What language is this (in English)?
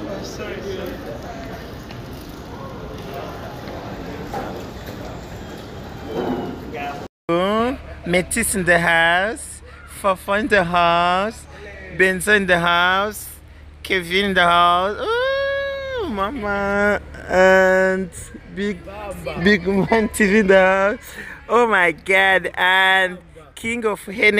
Kinyarwanda